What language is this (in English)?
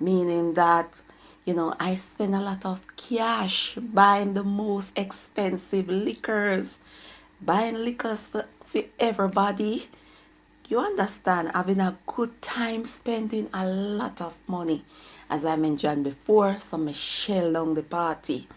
Jamaican Creole English